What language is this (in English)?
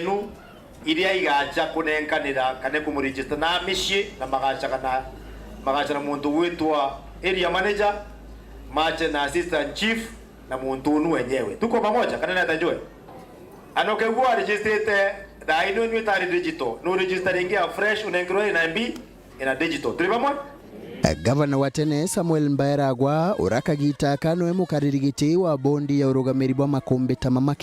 Meru